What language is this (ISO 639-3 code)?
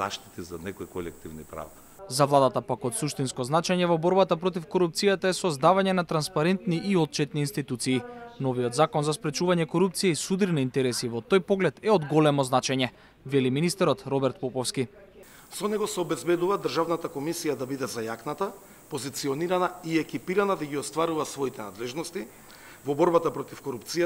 mkd